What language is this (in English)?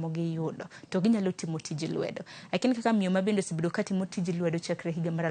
Luo (Kenya and Tanzania)